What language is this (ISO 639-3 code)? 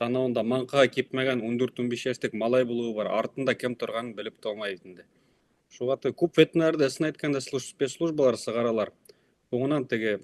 bak